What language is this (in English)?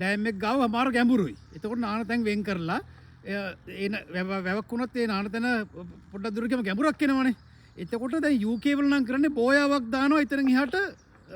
Sinhala